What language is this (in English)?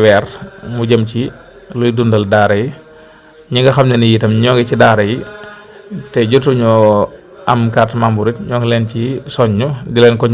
Wolof